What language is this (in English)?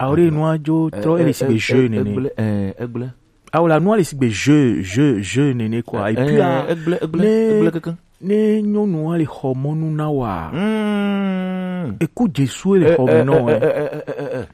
Gen